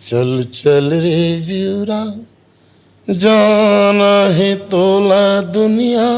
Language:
Chhattisgarhi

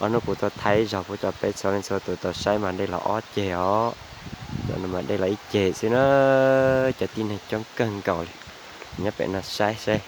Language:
Hmong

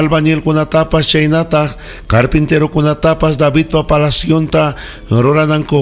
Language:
Ayacucho Quechua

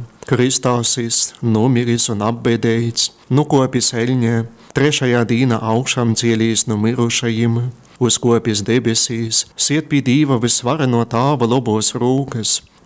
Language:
Latgalian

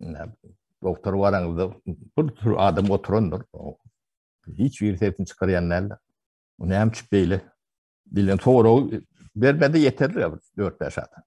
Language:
Turkmen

